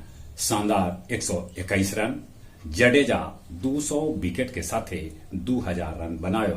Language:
Magahi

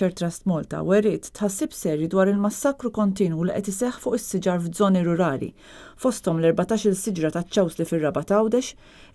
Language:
Maltese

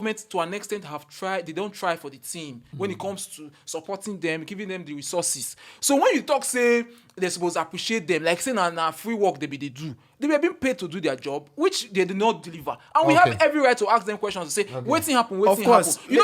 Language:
Nigerian Pidgin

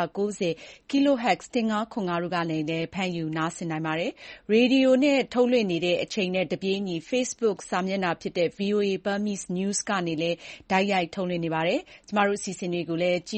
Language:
Burmese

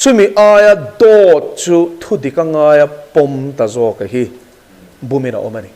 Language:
Mizo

